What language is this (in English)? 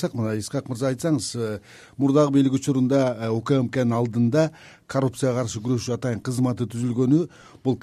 Kyrgyz